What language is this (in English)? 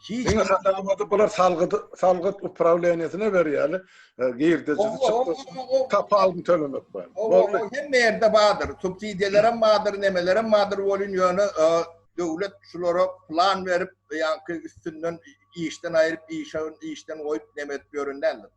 Turkmen